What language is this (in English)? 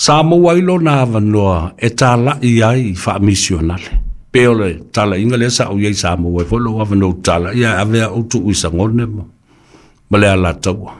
Samoan